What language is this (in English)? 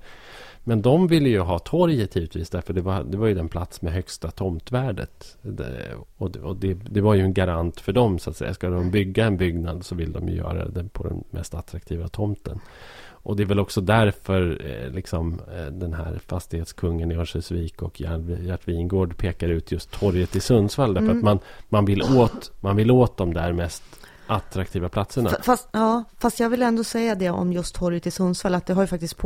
Swedish